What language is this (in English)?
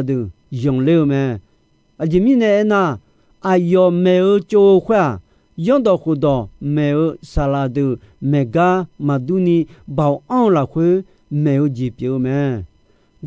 Akha